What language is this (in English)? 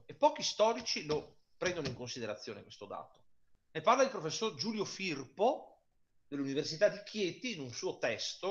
Italian